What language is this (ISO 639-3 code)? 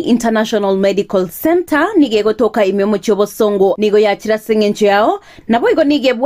guz